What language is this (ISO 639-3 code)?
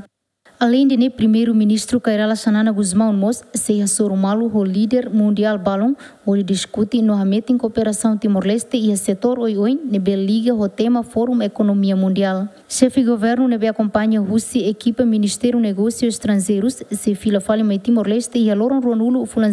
tet